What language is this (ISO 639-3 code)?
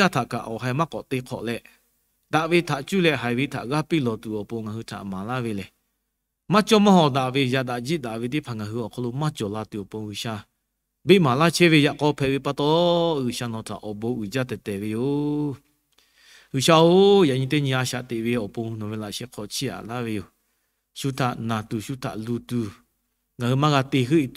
lhu